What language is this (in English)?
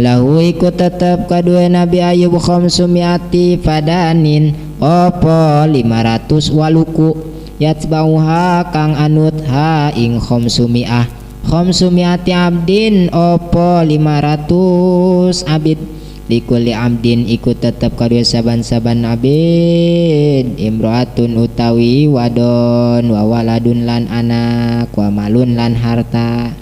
Sundanese